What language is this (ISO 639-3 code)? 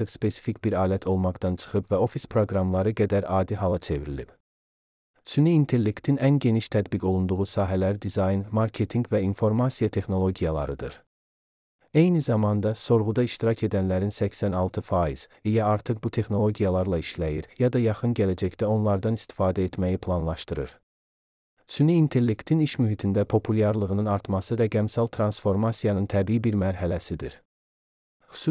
aze